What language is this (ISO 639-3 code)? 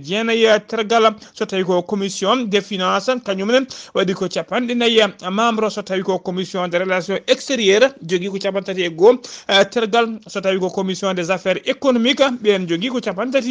ful